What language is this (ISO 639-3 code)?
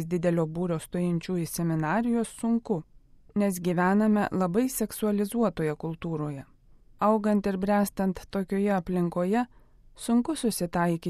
lit